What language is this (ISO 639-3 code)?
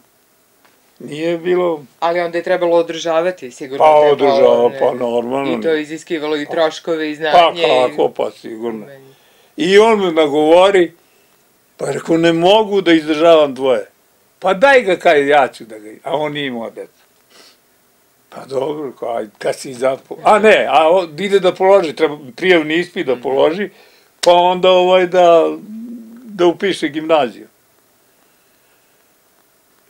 srp